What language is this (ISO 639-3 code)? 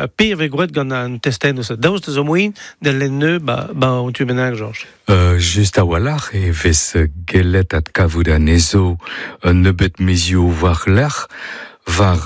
bre